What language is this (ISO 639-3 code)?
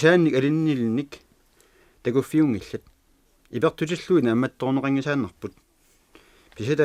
kal